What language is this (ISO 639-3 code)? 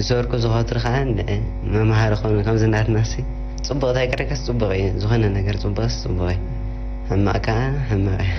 tir